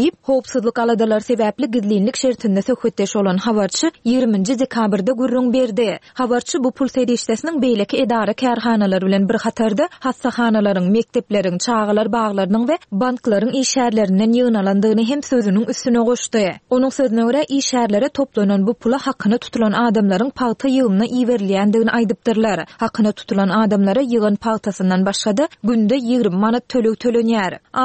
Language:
Turkmen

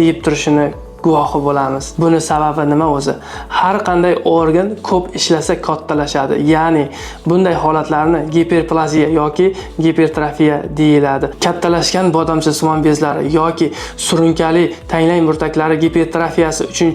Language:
Uzbek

